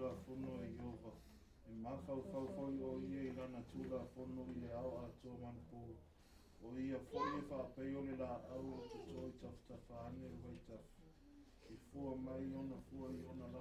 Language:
Samoan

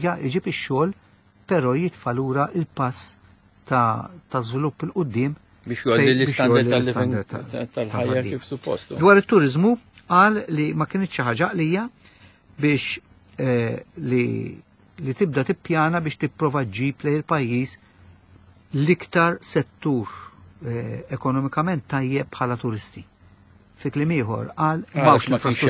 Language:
Maltese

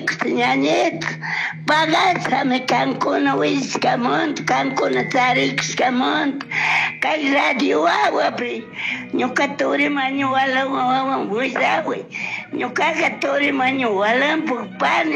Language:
Chimborazo Highland Quichua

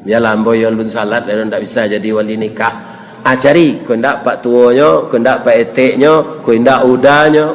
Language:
Minangkabau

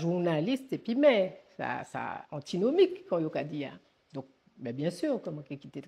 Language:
Guadeloupean Creole French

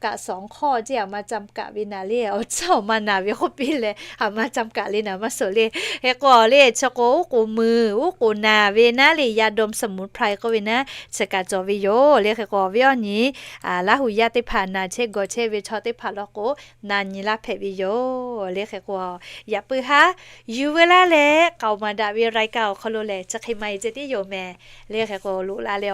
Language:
Lahu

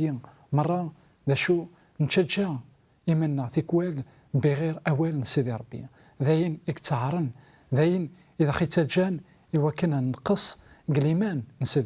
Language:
Kabyle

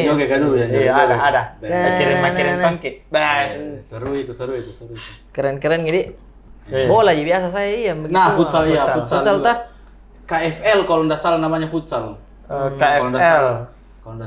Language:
Makassar Malay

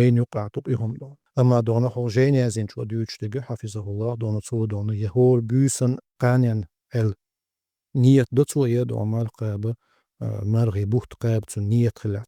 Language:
Chechen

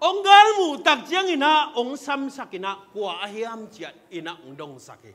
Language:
Tedim Chin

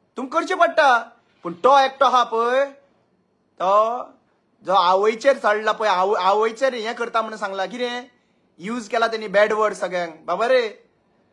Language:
Konkani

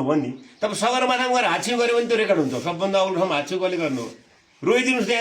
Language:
Nepali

